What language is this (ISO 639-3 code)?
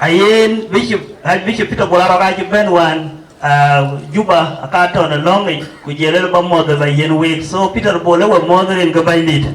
din